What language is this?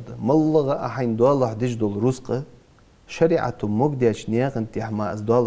Ingush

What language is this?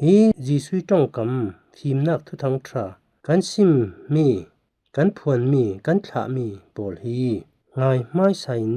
Falam Chin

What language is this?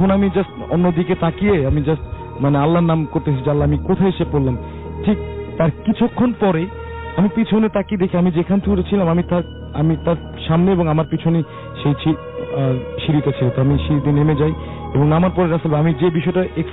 Bangla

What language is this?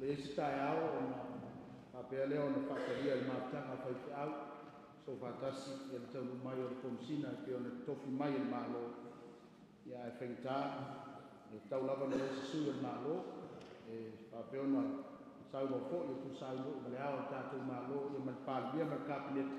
Samoan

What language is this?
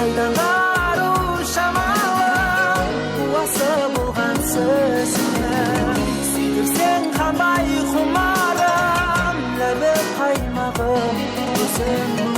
Kara-Kalpak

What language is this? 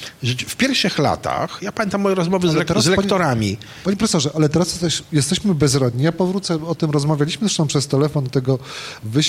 Polish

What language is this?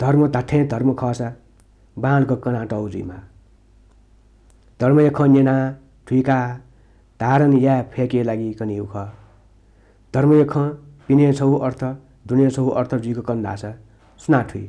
Newari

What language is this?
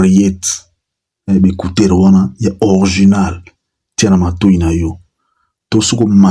Lingala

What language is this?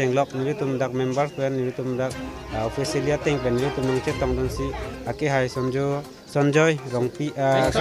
Karbi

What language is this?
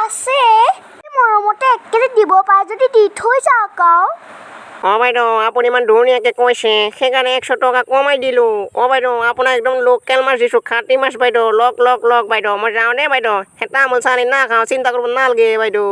Assamese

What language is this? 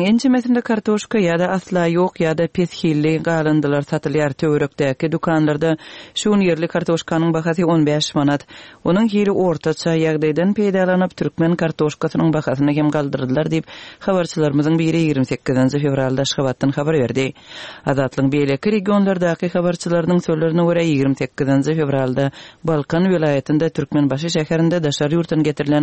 Turkmen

